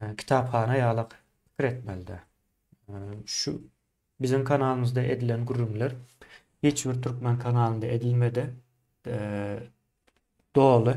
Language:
Turkmen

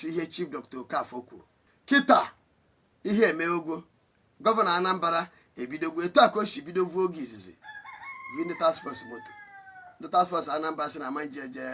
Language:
Igbo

